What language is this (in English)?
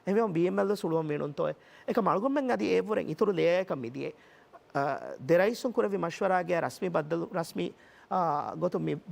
Divehi